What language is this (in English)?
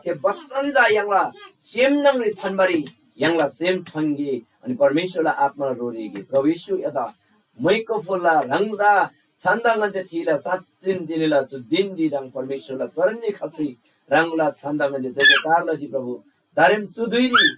Eastern Tamang